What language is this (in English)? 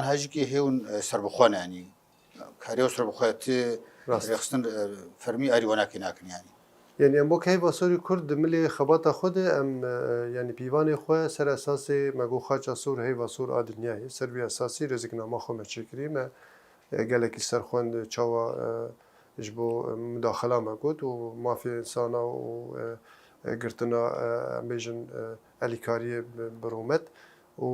Kurdish